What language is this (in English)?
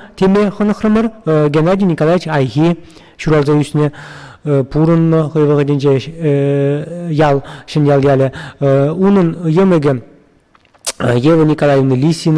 Chuvash